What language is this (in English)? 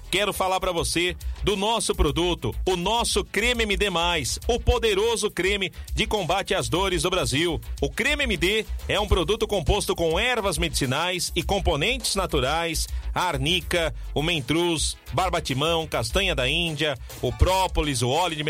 Portuguese